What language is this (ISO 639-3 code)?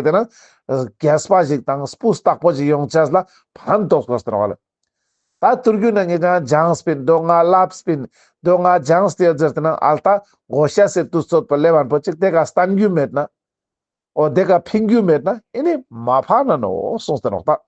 lbj